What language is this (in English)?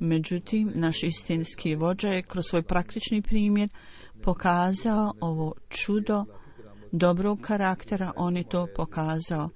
Bosnian